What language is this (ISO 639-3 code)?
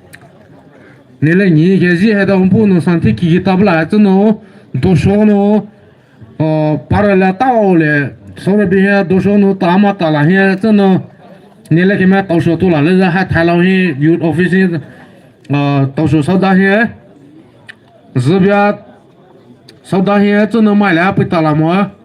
pmx